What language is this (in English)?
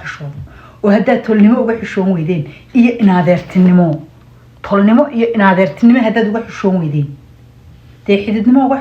Somali